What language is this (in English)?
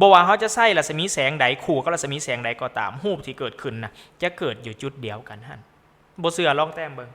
Lao